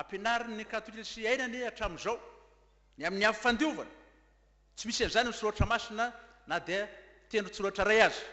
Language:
Malagasy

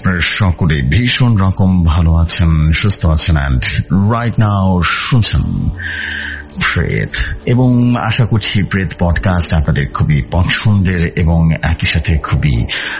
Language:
Bangla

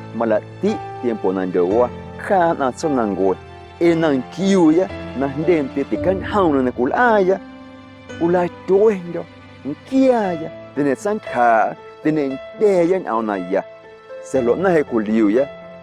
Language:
Guerrero Amuzgo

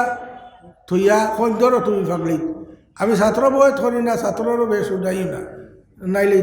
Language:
Sylheti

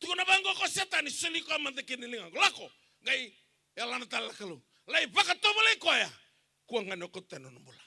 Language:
Fijian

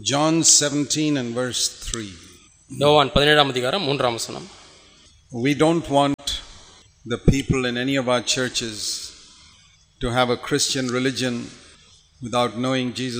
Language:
Tamil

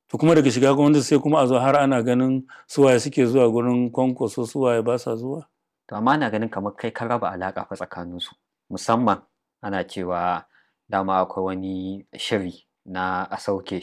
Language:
Hausa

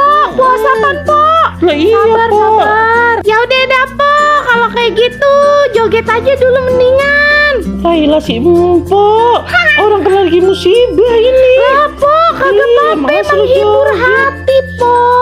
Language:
Betawi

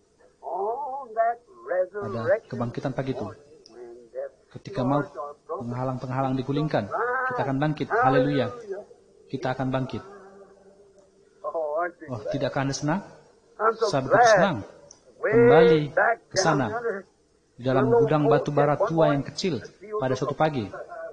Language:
Indonesian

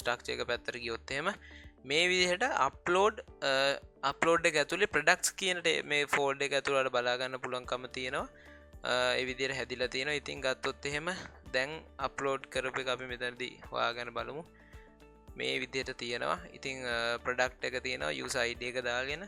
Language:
Sinhala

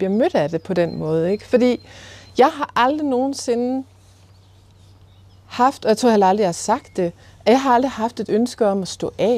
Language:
Danish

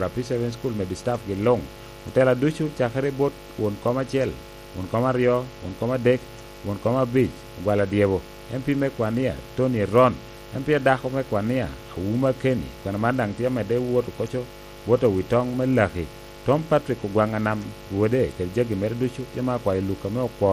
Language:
Lango (Uganda)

